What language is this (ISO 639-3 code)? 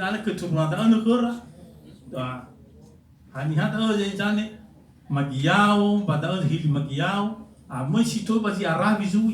nia